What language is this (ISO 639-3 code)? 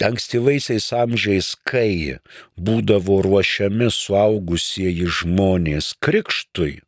lit